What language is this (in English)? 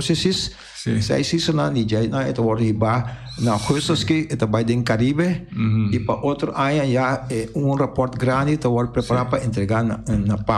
Papiamento